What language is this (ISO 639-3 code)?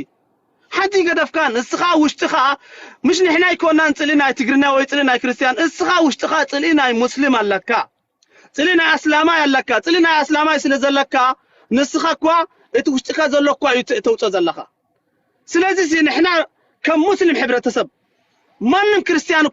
tir